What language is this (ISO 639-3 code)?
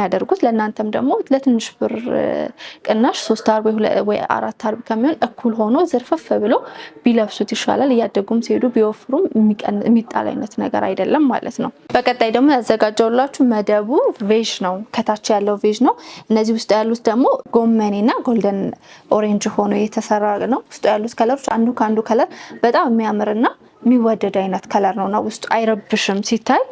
amh